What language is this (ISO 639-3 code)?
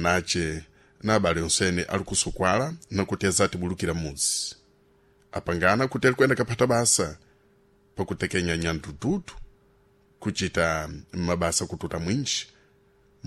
seh